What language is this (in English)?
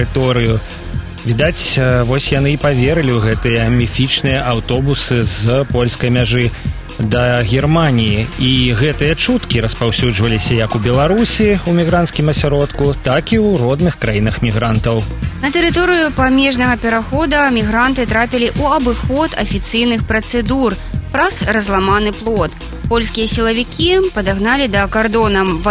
Belarusian